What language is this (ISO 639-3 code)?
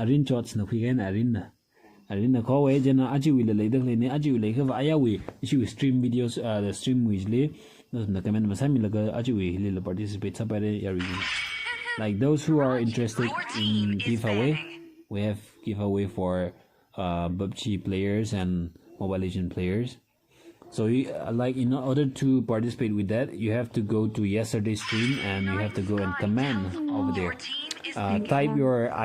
nmf